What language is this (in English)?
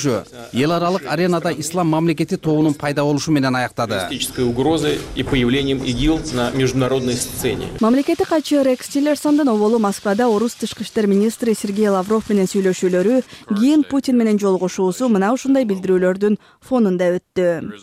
Kyrgyz